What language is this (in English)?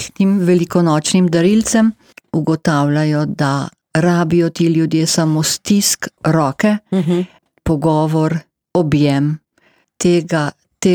Slovenian